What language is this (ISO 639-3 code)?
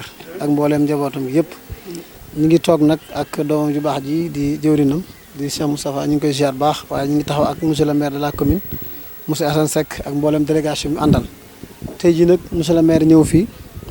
wol